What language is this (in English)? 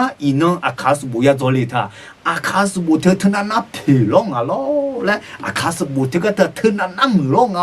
Akha